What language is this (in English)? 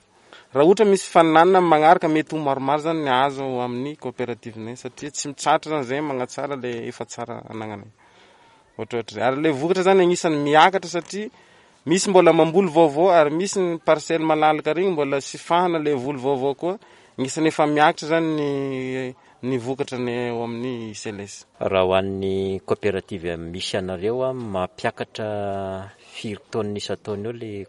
Malagasy